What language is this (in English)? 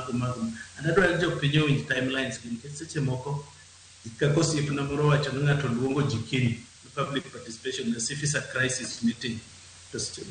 Luo (Kenya and Tanzania)